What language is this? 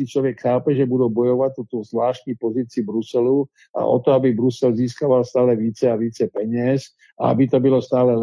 Czech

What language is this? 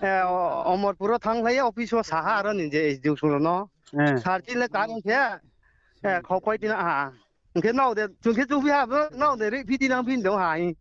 Riang (India)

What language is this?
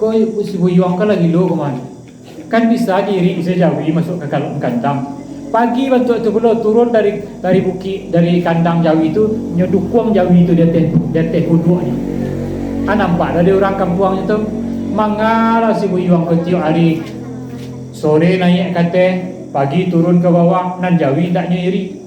Minangkabau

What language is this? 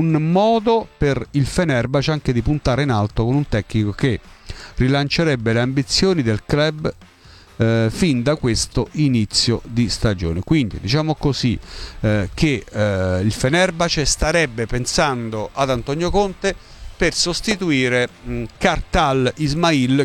Italian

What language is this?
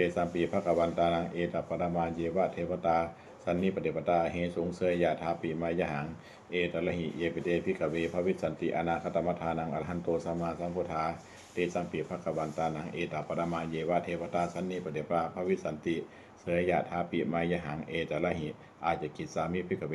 Pali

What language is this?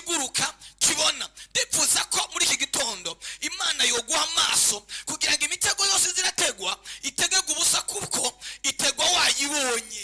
Rundi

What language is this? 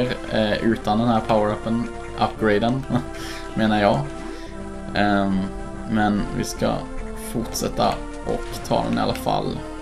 Swedish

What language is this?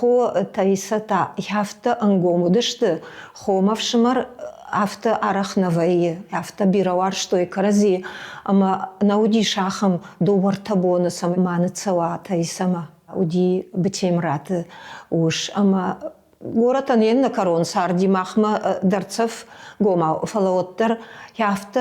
Ossetic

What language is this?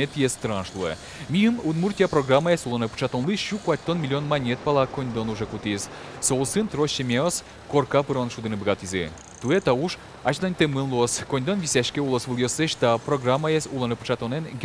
Udmurt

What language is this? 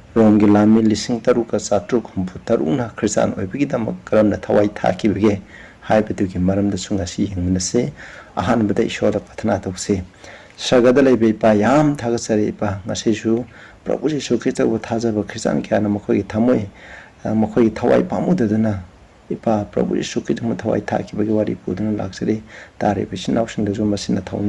Manipuri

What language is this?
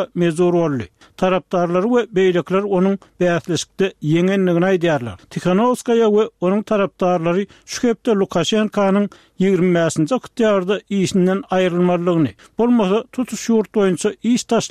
Turkmen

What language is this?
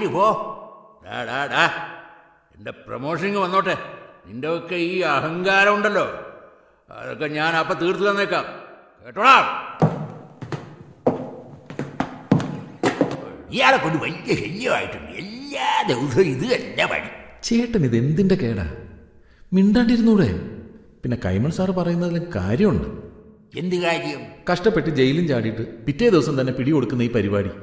Malayalam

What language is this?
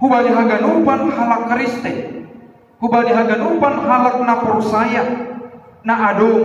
Batak Simalungun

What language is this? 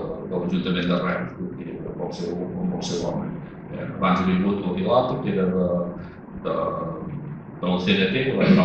Catalan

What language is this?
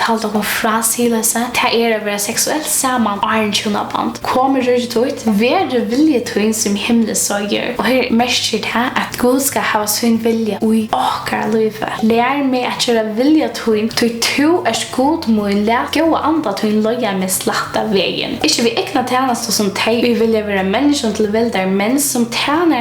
Faroese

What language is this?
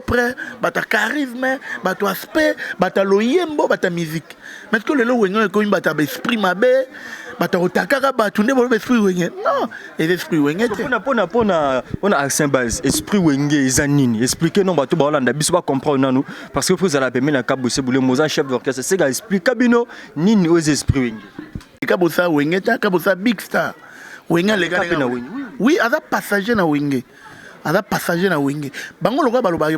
Lingala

